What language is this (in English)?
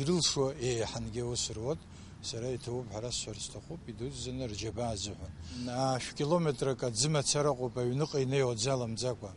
Abkhazian